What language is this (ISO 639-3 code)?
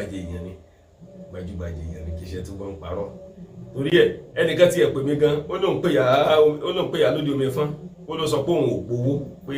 yor